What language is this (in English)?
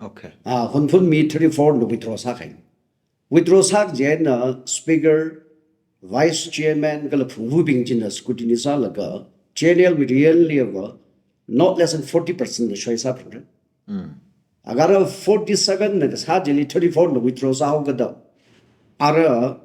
Tangkhul Naga (India)